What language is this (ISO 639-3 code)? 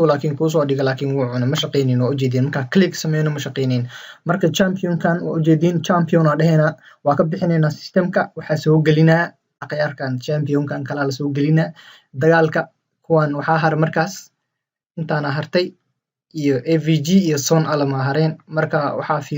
som